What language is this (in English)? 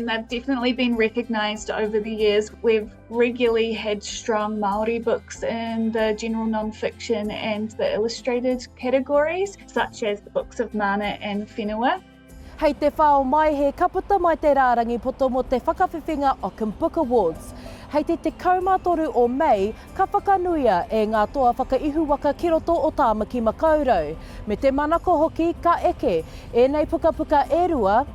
Māori